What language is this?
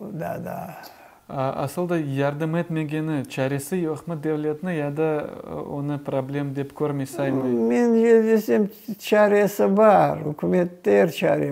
Crimean Tatar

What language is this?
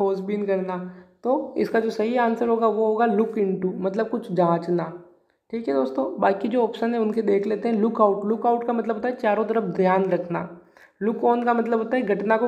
Hindi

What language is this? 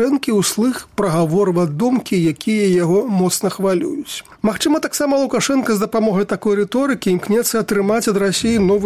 Belarusian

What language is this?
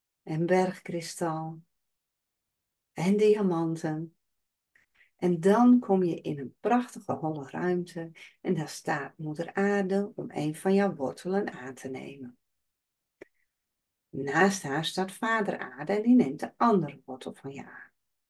Dutch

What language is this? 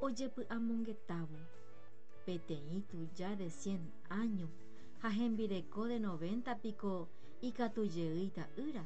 Guarani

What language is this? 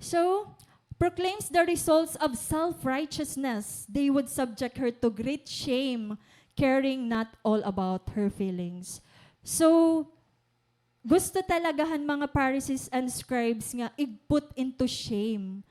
Waray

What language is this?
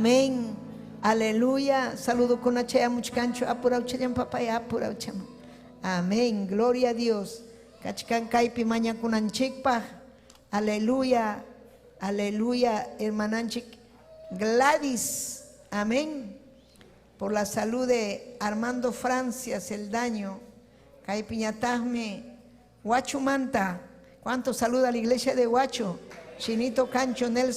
Ayacucho Quechua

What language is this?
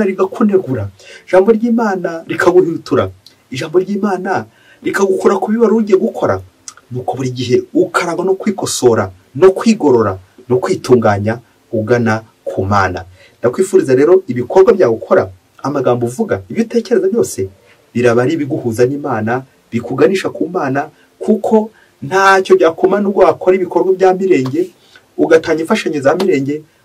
Kinyarwanda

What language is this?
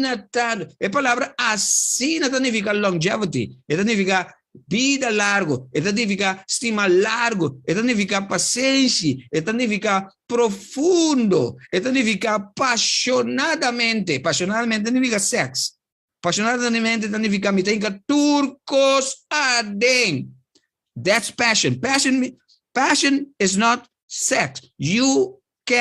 Papiamento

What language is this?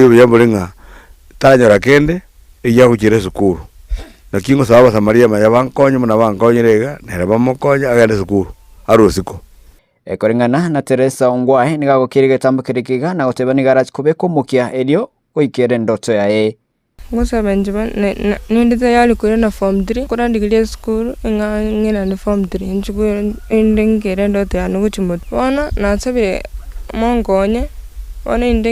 Gusii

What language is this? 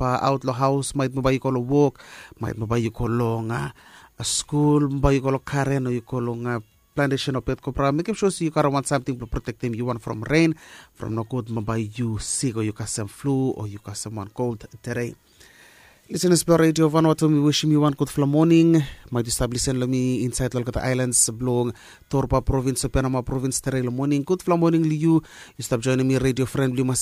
Bislama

